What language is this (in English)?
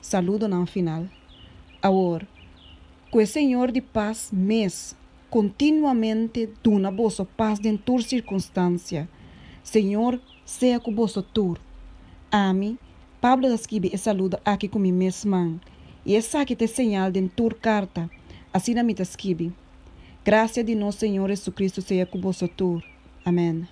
Papiamento